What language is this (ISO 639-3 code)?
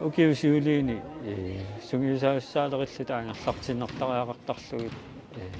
kal